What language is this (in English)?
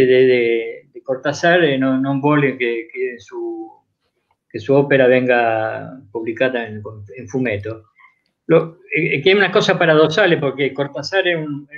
Italian